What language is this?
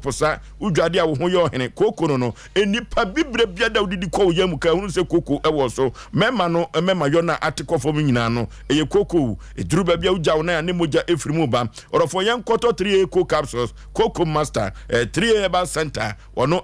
Akan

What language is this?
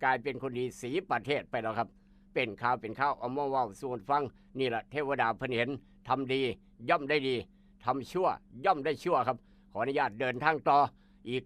Northeastern Thai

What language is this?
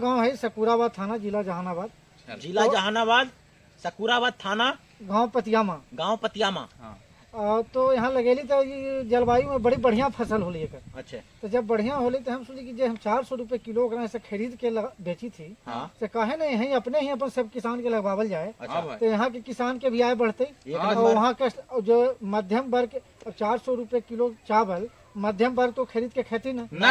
Magahi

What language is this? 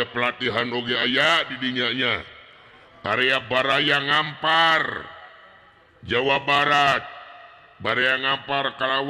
Sundanese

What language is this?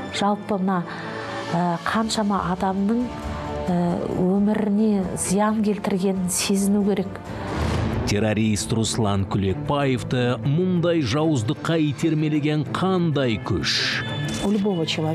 Kazakh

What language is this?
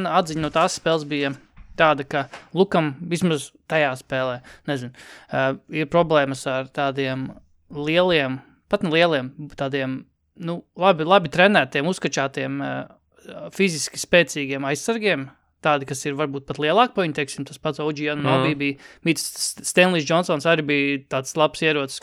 Latvian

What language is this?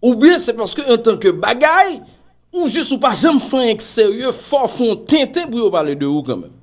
Haitian Creole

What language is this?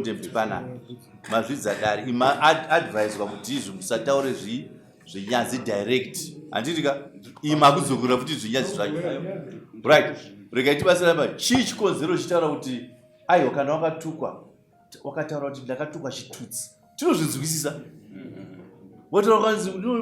Shona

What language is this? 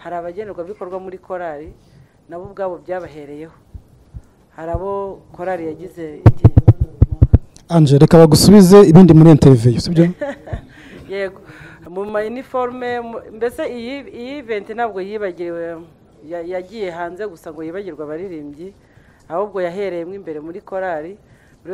Kinyarwanda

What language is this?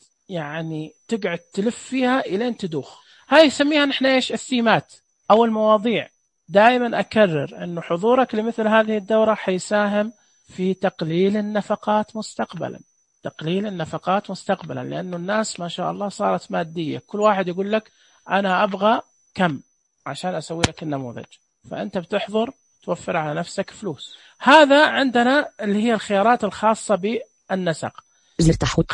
Najdi Arabic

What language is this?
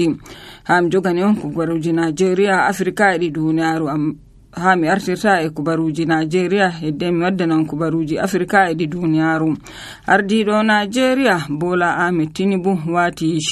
Nigerian Fulfulde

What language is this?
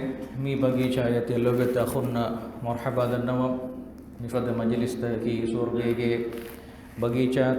Divehi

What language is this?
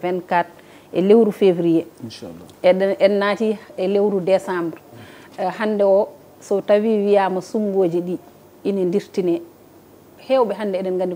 Fula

